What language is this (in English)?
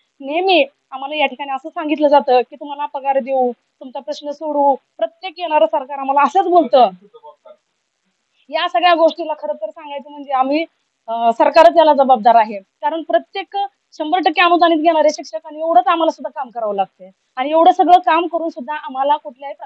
Marathi